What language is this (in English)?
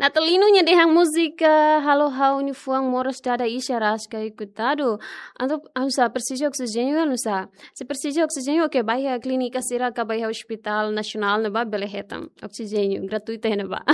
Tetum